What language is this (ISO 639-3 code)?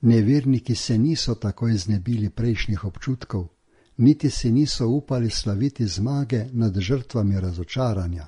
slv